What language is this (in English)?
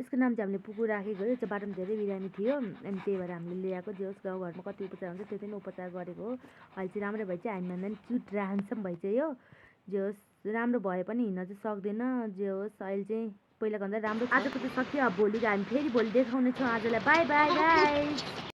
Nepali